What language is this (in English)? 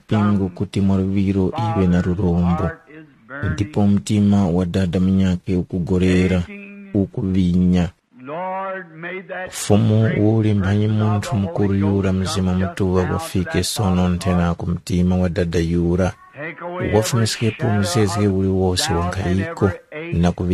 Tumbuka